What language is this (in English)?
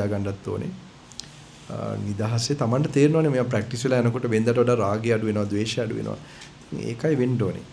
Sinhala